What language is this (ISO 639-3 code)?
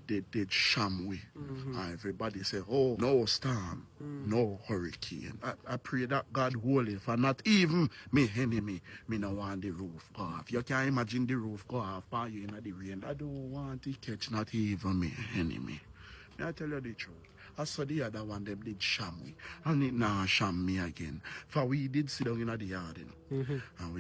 jam